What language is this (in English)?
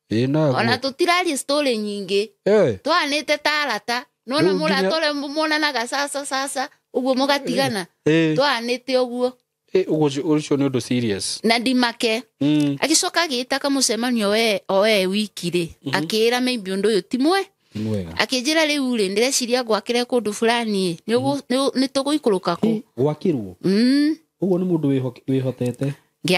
Kikuyu